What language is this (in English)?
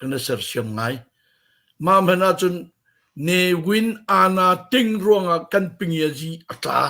Hakha Chin